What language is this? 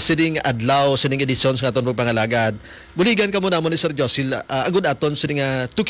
Hiligaynon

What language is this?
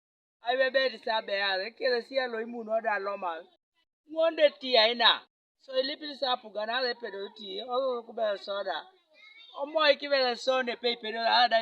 Teso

